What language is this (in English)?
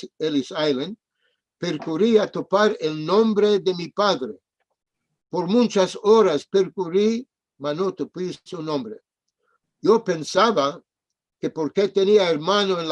Ladino